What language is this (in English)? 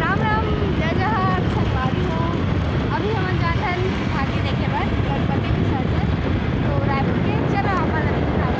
Chhattisgarhi